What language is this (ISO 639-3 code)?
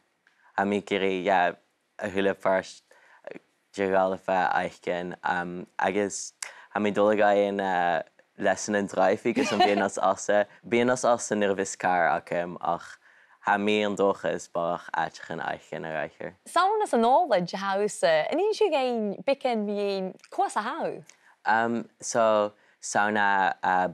gla